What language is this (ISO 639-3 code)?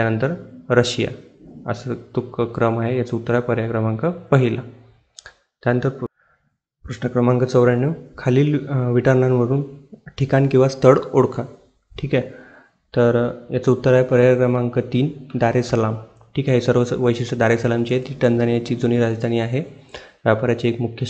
mar